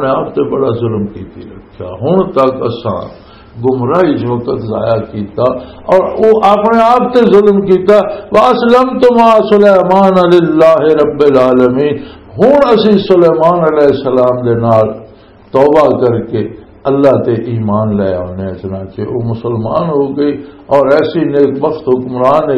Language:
Western Panjabi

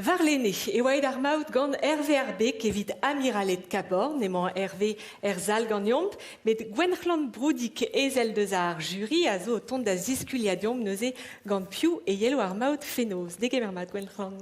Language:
Breton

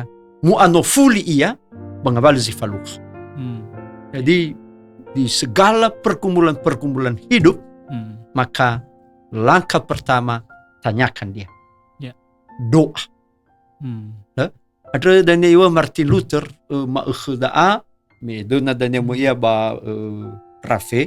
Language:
Nias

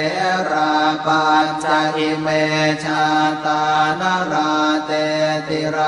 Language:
Pali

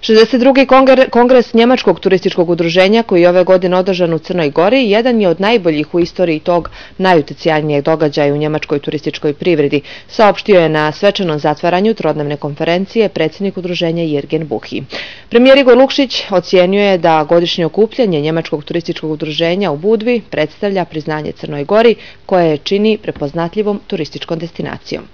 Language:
Bosnian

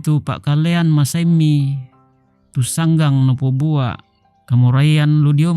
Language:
Toraja-Sa'dan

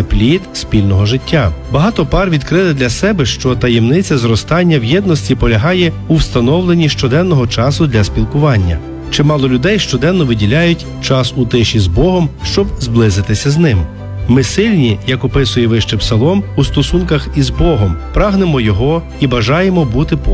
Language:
Ukrainian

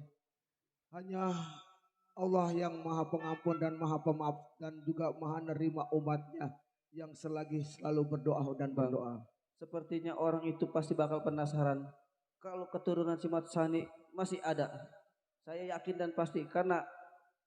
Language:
Betawi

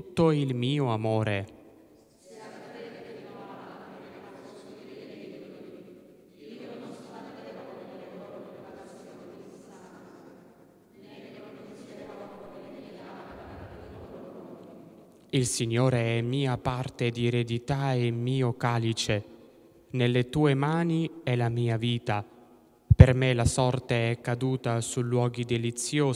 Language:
Italian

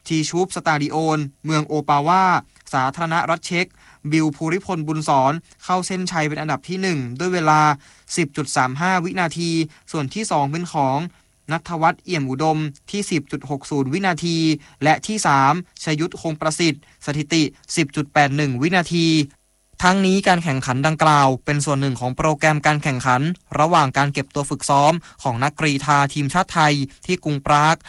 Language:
Thai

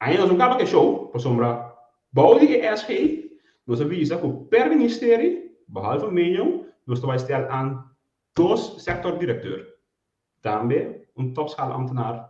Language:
Papiamento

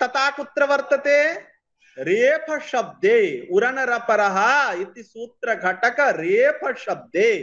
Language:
Sanskrit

